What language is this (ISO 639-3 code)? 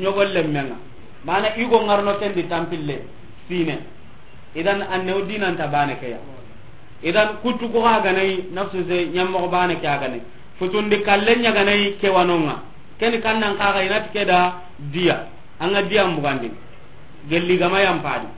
snk